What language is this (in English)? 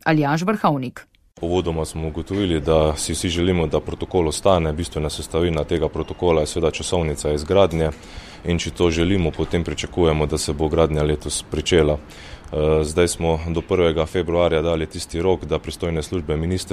Slovenian